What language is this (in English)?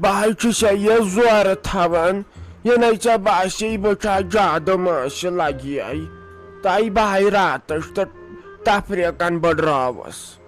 Kashmiri